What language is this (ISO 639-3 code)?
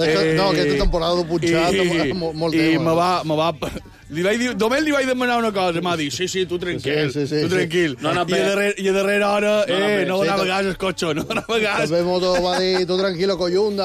cat